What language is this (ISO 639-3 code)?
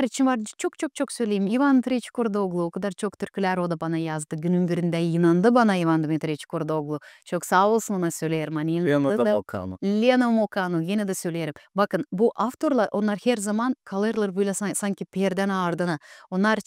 gag